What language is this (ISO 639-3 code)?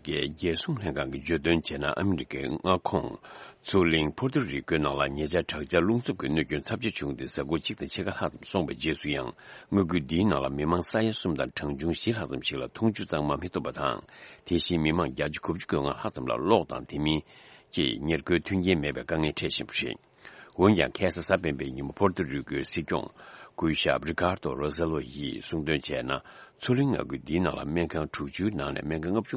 bod